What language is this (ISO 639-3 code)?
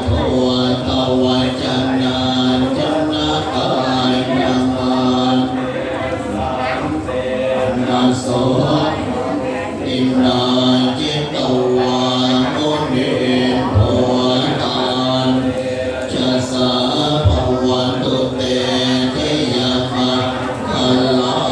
pli